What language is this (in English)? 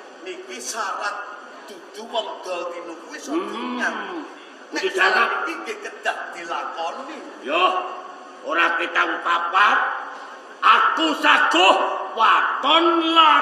Javanese